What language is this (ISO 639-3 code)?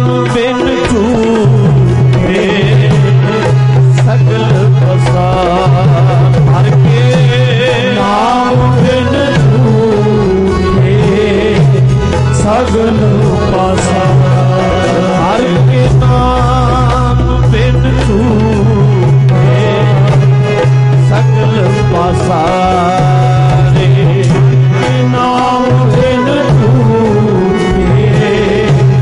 pan